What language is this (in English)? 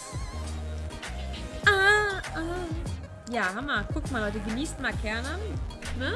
German